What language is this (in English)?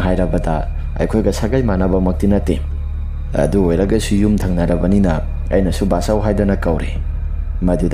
Manipuri